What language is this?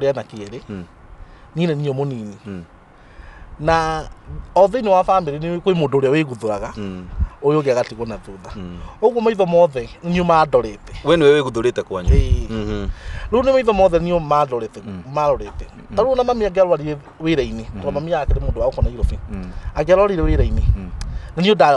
Kikuyu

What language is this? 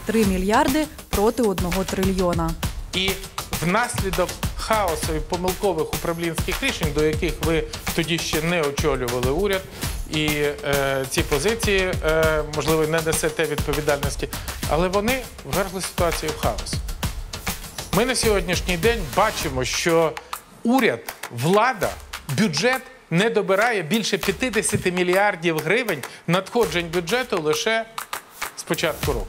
Ukrainian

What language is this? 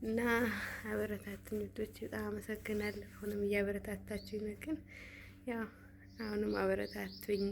Amharic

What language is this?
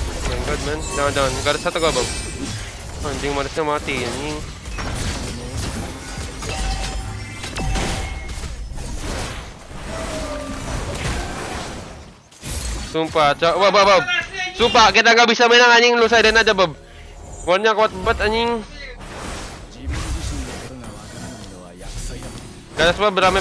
Indonesian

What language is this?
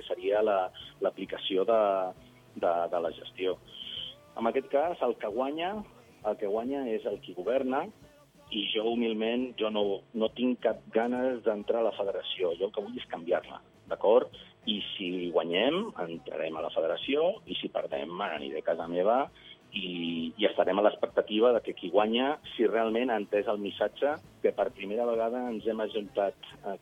Catalan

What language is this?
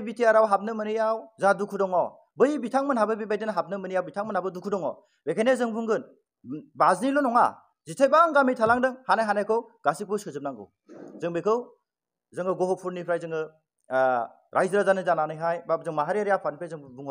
Bodo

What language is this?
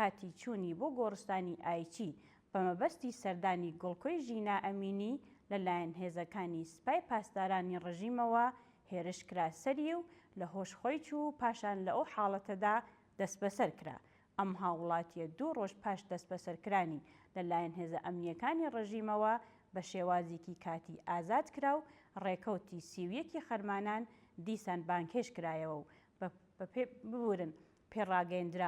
Central Kurdish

